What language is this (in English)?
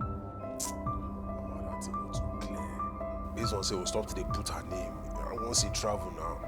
Nigerian Pidgin